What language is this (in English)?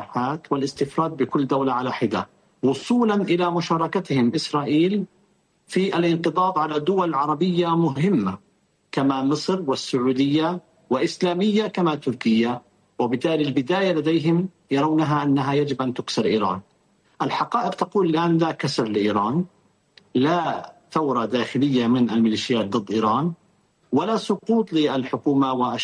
Arabic